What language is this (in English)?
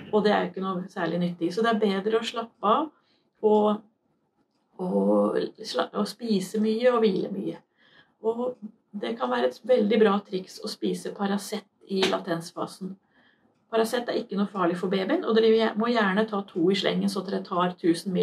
Norwegian